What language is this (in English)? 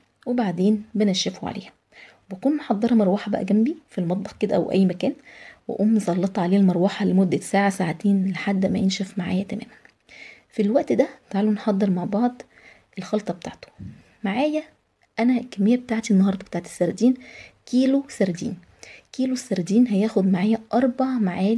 Egyptian Arabic